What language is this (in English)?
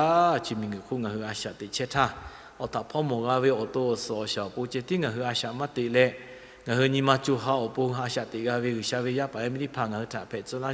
Lahu